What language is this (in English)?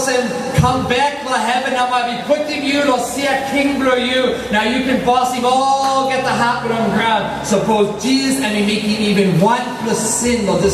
Tok Pisin